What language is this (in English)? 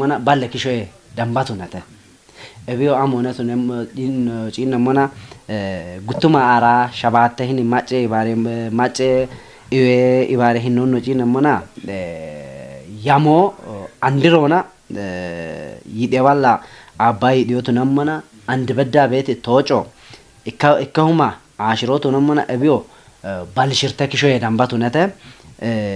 Kafa